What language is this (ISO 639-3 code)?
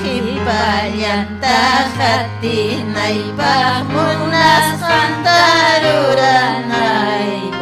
quy